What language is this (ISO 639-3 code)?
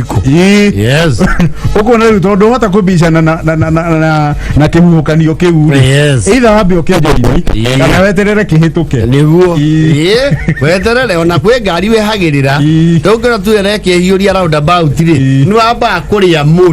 kik